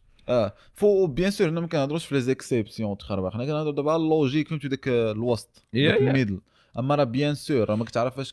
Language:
Moroccan Arabic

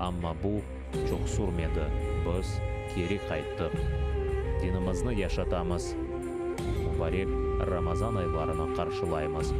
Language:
Crimean Tatar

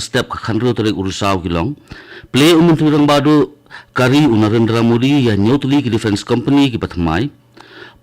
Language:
Khasi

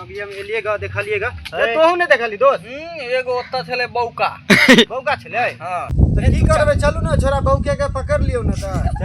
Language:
Maithili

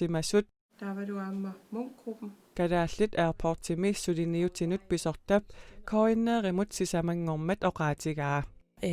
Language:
Kalaallisut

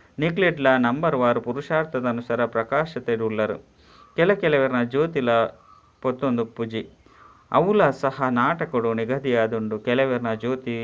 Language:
Tulu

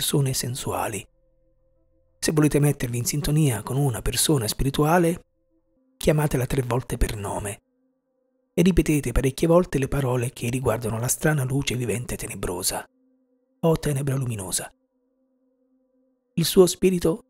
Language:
Italian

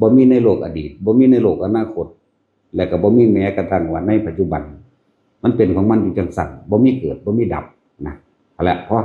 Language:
Northeastern Thai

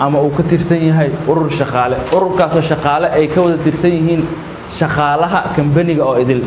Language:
Somali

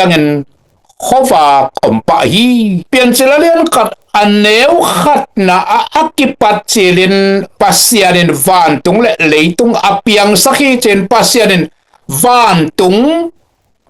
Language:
Tedim Chin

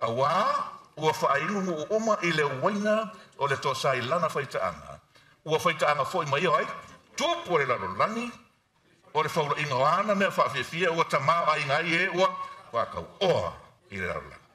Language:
Samoan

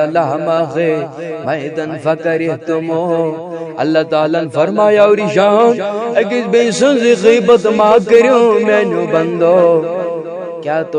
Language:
Kashmiri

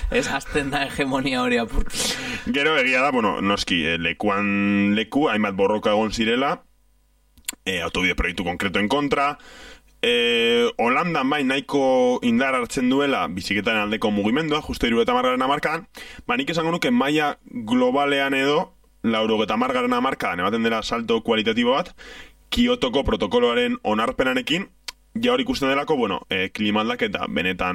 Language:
Basque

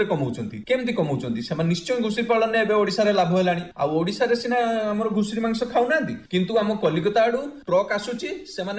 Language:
Odia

